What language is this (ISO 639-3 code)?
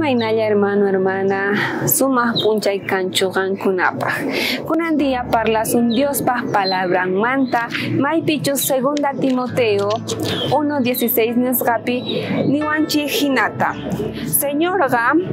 quh